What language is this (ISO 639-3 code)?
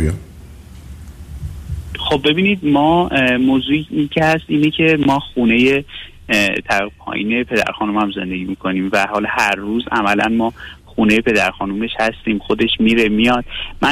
fas